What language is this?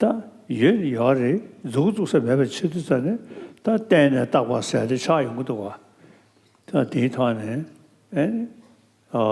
Tibetan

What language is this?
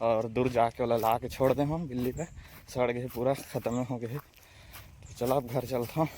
Chhattisgarhi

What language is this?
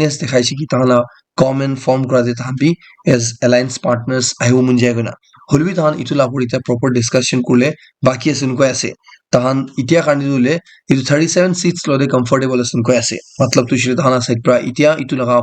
Naga Pidgin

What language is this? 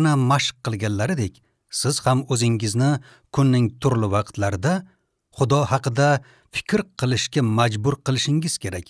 Uzbek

